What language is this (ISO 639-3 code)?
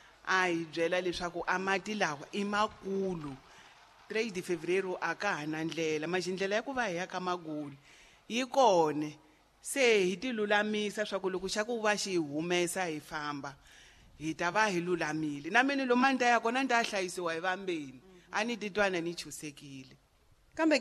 tso